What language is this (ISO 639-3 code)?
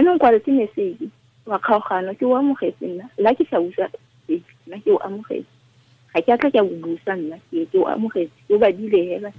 tsn